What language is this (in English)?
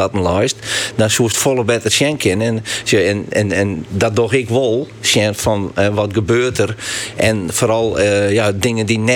Western Frisian